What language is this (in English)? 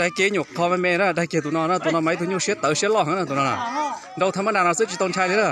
Hmong